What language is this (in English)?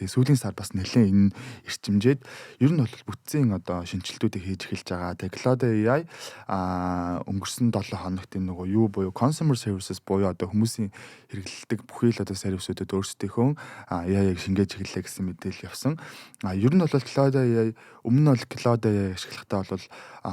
Mongolian